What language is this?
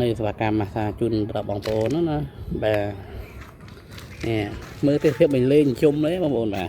Khmer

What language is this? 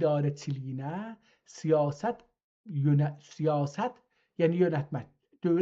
South Azerbaijani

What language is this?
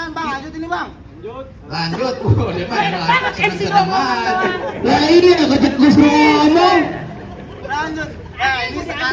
Betawi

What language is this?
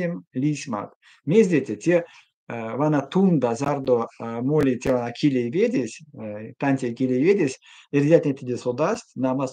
Erzya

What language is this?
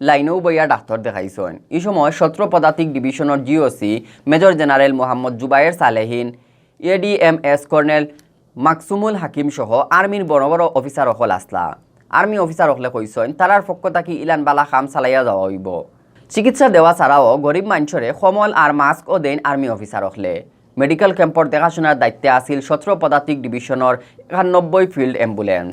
Sylheti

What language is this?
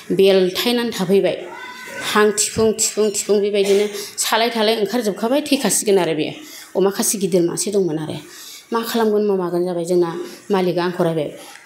Bodo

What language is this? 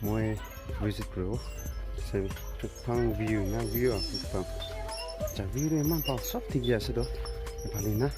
Naga Pidgin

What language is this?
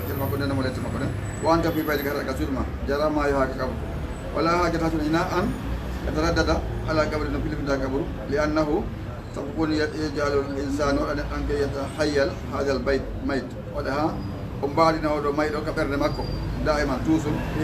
Fula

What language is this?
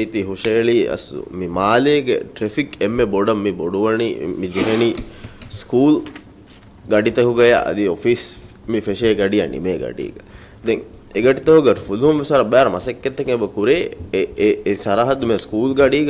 Divehi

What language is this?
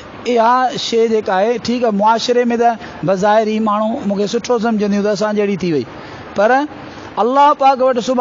Sindhi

